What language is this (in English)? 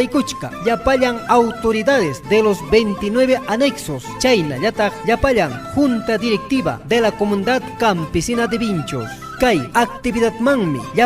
Ayacucho Quechua